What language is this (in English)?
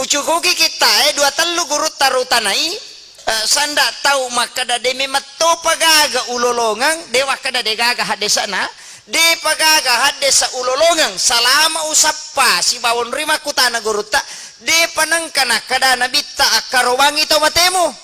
Buginese